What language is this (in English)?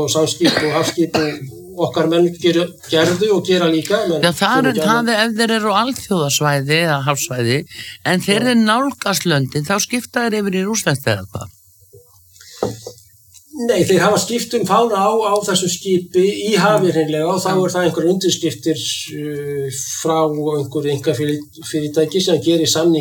Icelandic